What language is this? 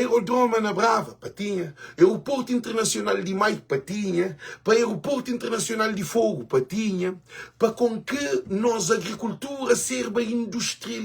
Kabuverdianu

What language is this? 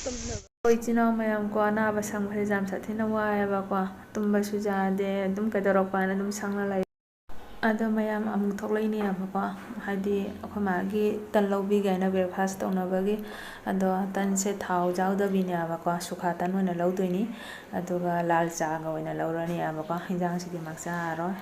Manipuri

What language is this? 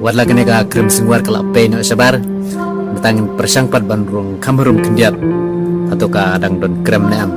Khasi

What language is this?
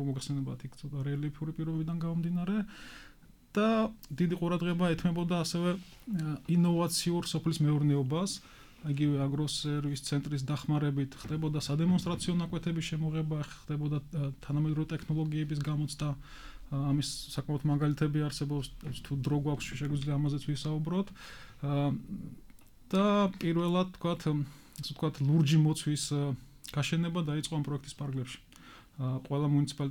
Georgian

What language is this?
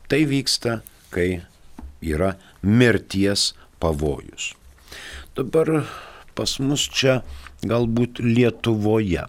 Lithuanian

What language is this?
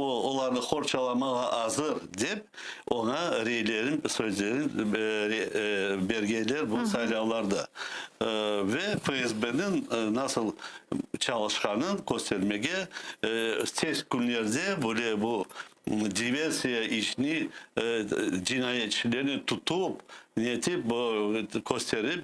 Crimean Tatar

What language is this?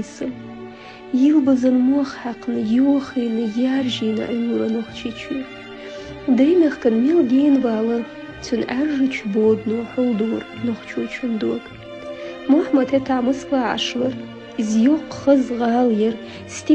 Chechen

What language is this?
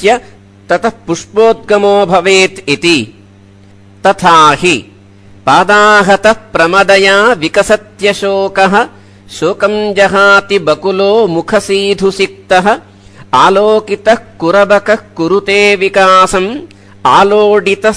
Sanskrit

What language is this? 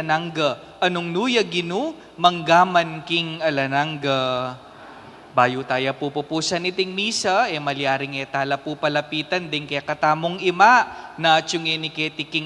Pampanga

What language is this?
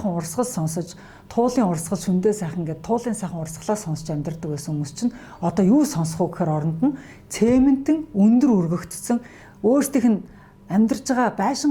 Mongolian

